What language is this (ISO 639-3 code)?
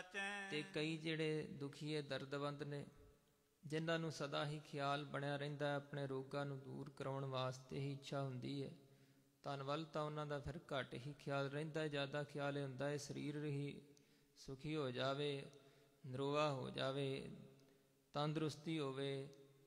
pan